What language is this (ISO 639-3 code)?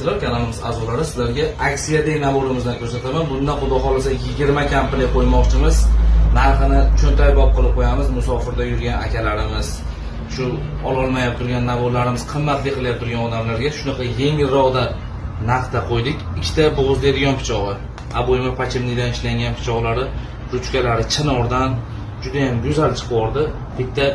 uzb